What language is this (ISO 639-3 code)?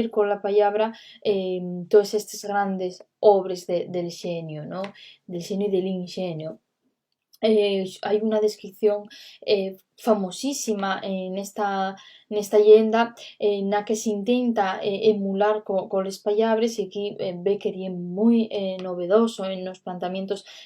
ast